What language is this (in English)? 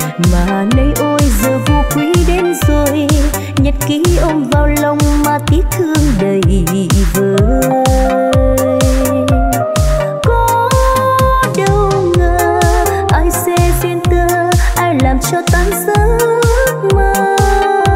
Vietnamese